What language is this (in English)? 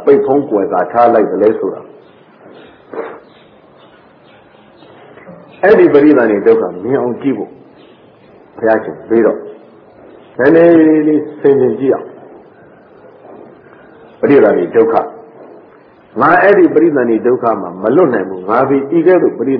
Burmese